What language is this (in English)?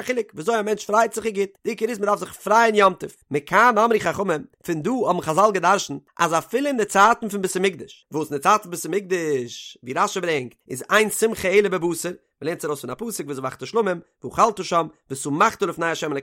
Yiddish